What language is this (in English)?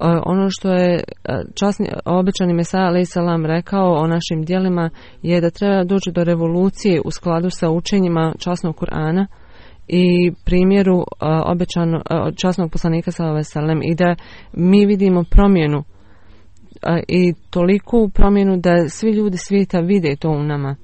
Bosnian